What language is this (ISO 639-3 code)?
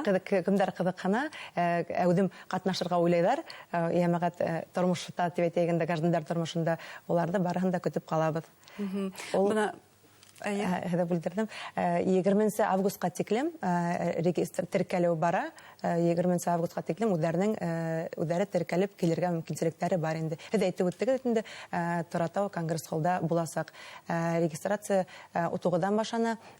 bak